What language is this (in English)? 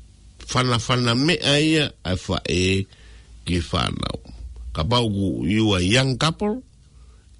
Tongan